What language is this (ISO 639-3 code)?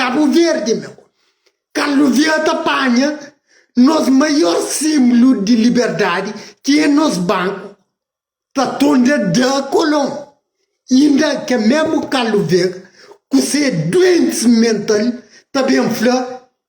kea